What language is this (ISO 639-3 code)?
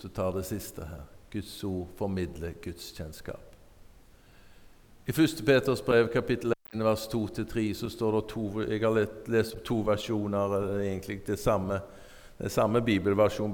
nor